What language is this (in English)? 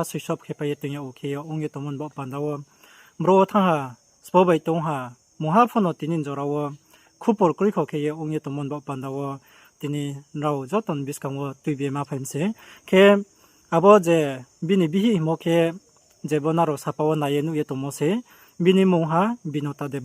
Riang (India)